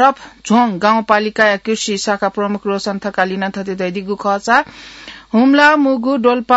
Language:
Newari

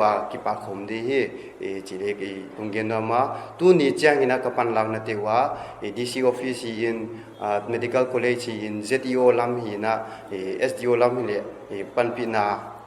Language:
Paite Chin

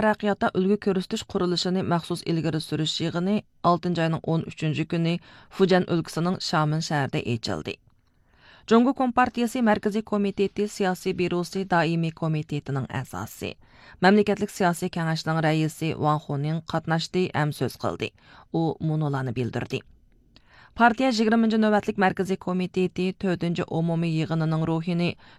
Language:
Uyghur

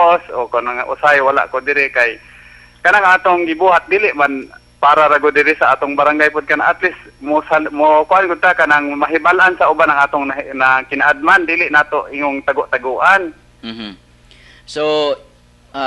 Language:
Cebuano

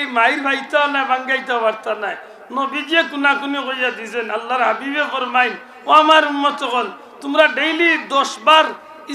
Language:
Sylheti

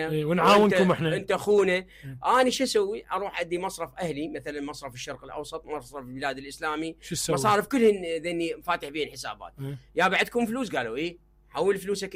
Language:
Mesopotamian Arabic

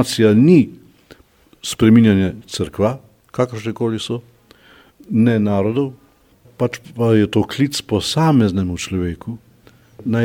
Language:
Slovenian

